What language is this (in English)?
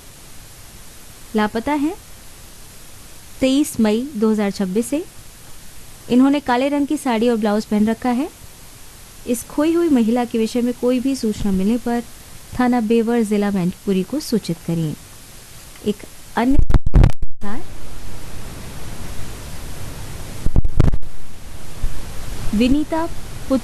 Hindi